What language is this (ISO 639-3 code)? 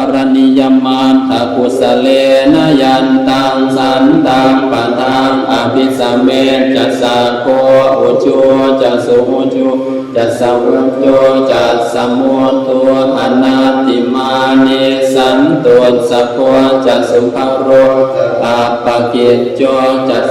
pli